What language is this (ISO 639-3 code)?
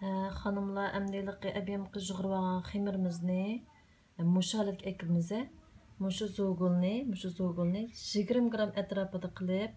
uig